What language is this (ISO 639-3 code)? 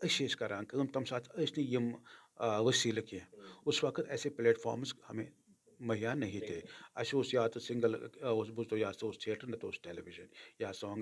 kas